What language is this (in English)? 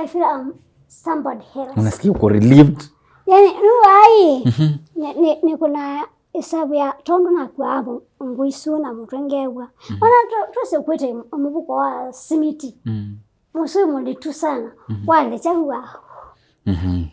Kamba